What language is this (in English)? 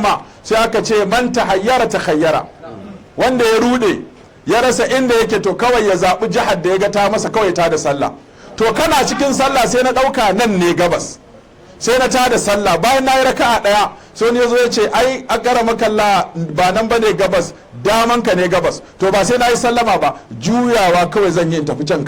Hausa